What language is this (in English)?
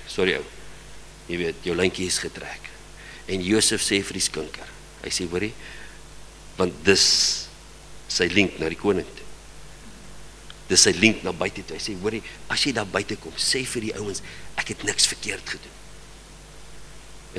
Afrikaans